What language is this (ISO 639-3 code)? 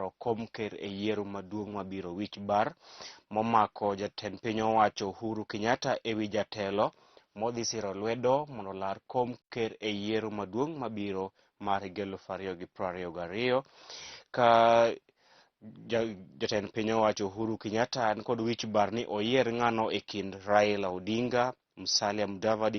luo